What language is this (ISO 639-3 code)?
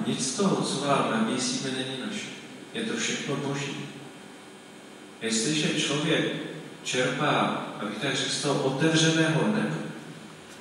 ces